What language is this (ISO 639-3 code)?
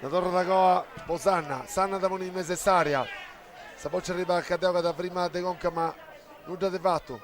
srd